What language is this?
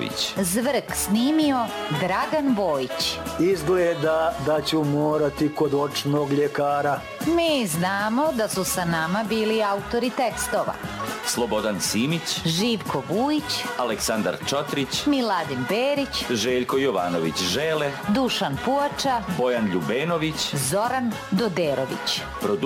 Serbian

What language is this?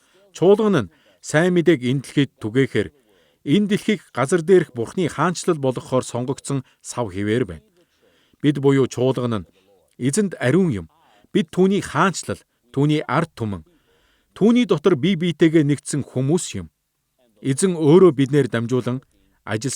Mongolian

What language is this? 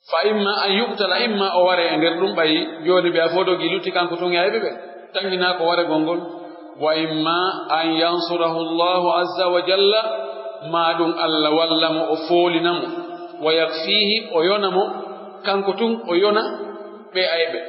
Pular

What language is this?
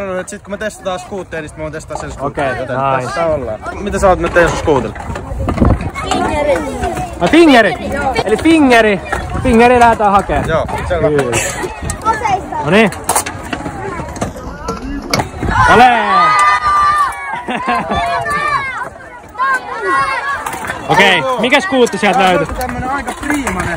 Finnish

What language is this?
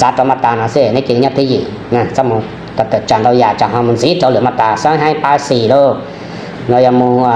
Hmong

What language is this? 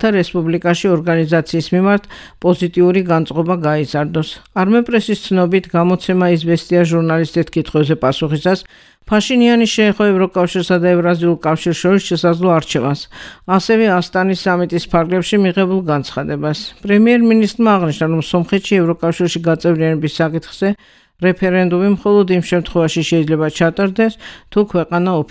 Georgian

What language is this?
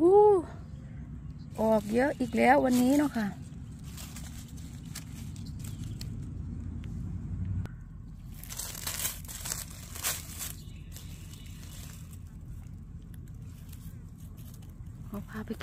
Thai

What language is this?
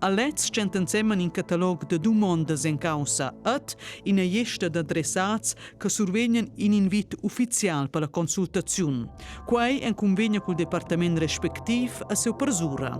Romansh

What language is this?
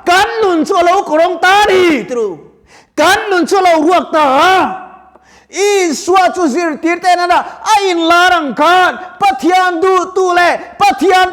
Mizo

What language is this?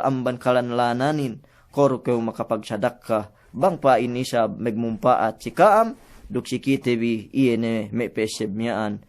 Yakan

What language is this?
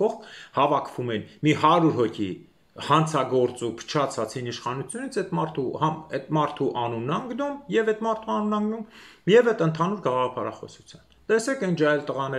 Armenian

